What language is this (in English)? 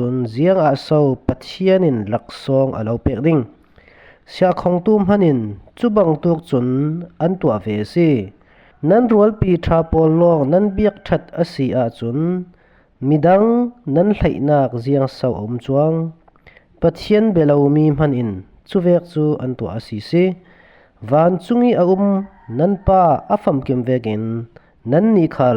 Falam Chin